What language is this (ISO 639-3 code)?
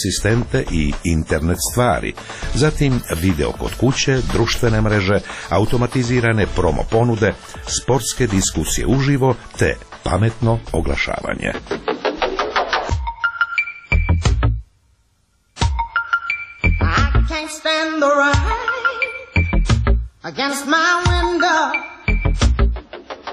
hrv